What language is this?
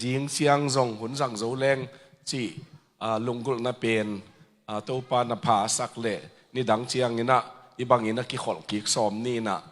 Tedim Chin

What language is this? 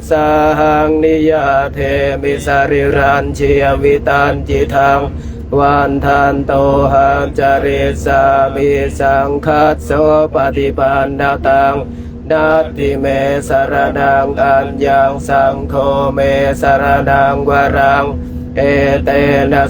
Pali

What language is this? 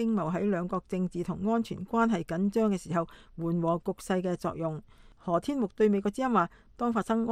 Cantonese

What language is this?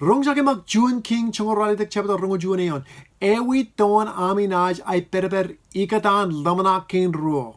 Marshallese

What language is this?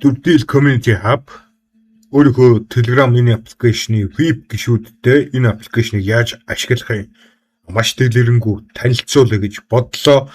Mongolian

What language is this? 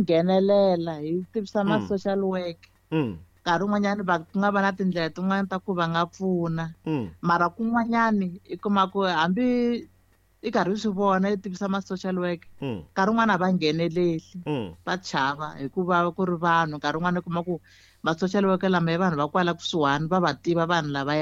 Tsonga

